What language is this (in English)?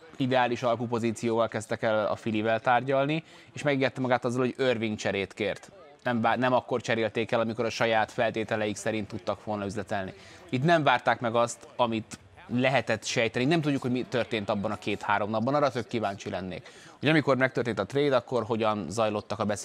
Hungarian